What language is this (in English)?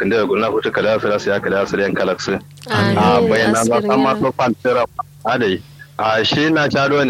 Kanuri